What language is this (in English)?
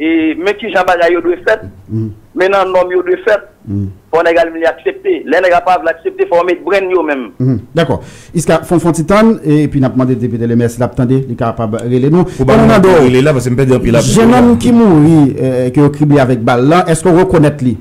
Haitian Creole